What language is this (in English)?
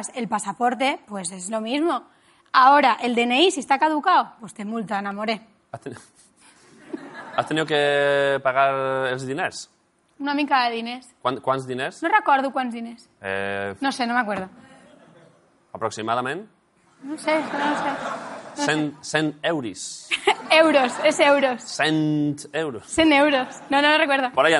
Spanish